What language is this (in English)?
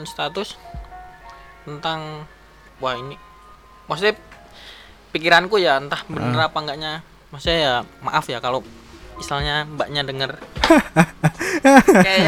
Indonesian